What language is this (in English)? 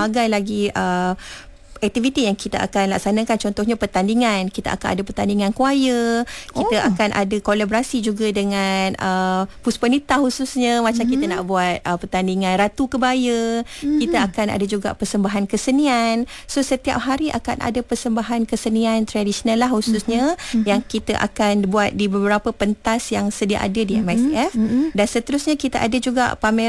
Malay